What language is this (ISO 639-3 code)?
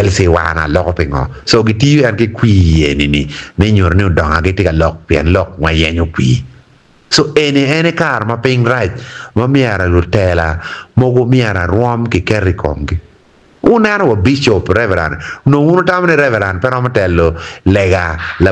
ach